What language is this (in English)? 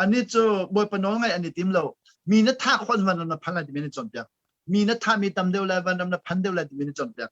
Hakha Chin